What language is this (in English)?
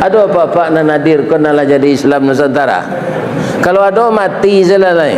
Minangkabau